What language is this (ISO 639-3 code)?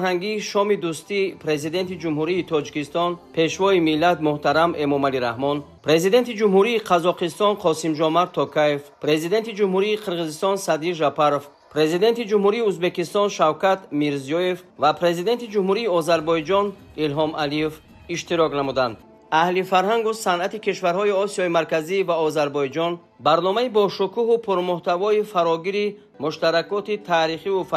tgk